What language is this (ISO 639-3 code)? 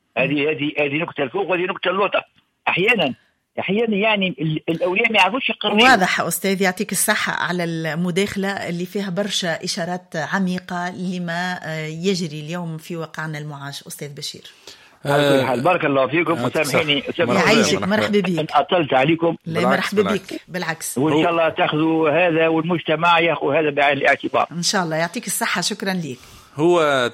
aeb